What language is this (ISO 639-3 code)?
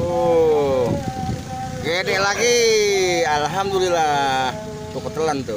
bew